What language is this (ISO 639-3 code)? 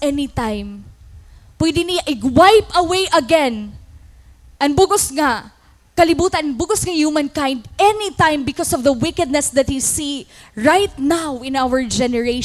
war